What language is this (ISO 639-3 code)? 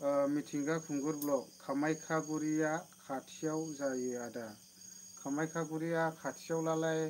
brx